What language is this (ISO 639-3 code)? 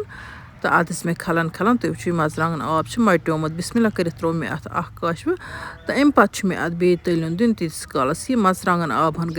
kas